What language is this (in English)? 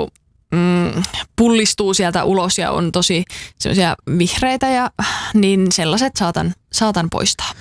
Finnish